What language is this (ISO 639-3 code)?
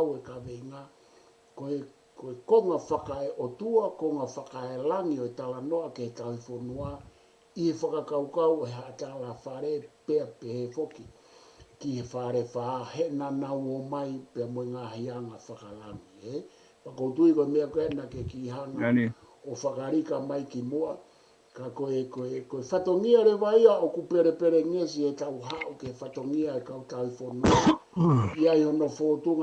ton